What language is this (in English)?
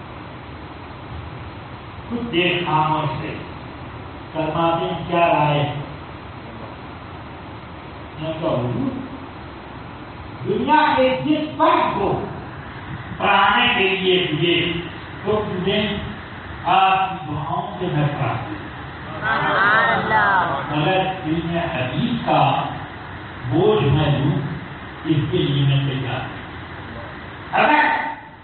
Urdu